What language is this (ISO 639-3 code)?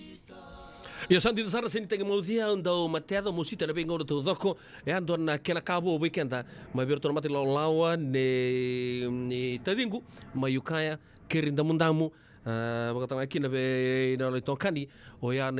fij